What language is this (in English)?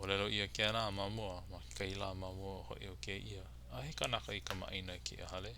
Hawaiian